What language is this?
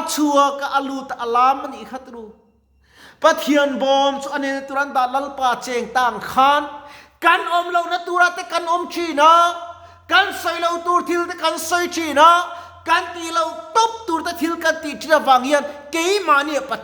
Mizo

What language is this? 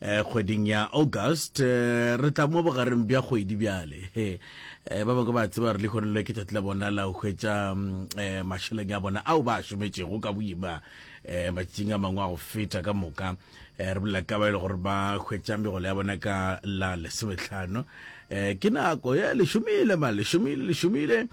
Northern Sotho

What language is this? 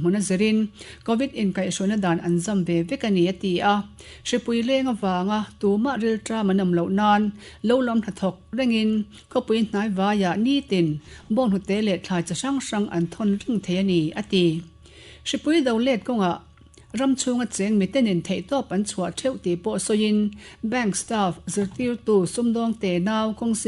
Mizo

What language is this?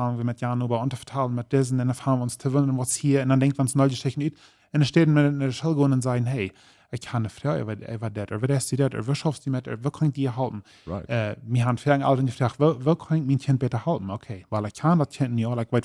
Plautdietsch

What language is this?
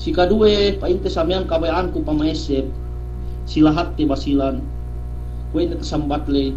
Yakan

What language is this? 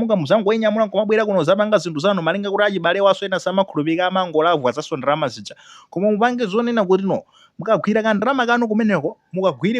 Nyanja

